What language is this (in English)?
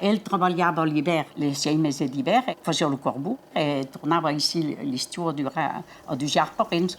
Occitan